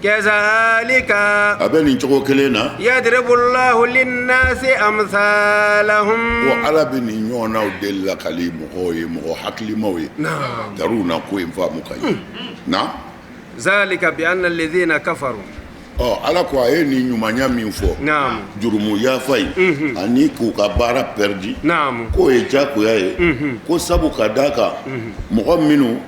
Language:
Bambara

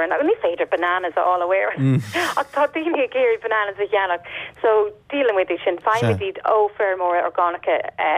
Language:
Irish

